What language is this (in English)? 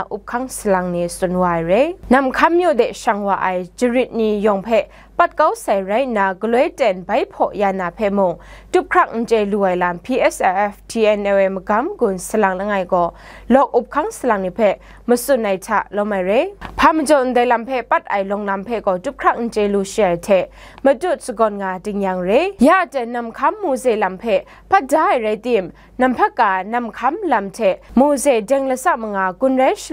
Kachin